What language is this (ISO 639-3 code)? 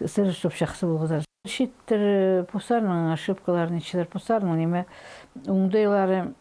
kjh